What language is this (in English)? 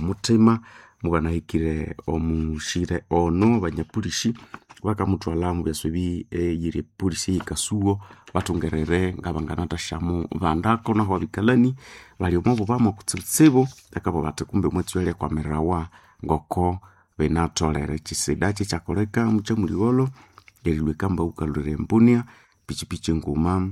Nande